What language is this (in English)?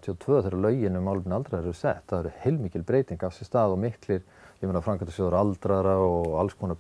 Icelandic